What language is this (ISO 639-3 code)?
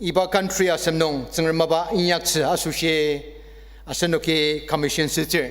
njo